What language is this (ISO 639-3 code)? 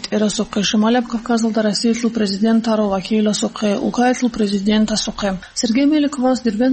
ava